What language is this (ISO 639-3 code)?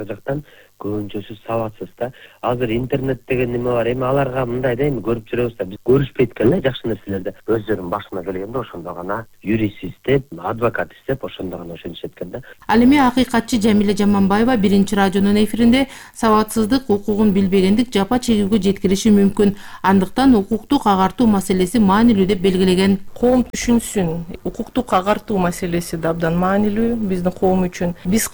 kir